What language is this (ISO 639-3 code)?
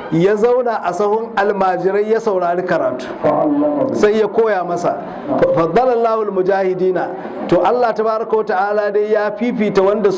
hau